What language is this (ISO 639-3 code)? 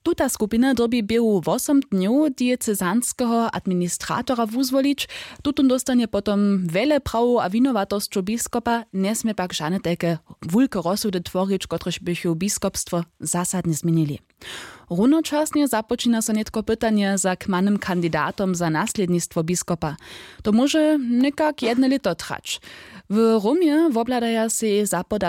hsb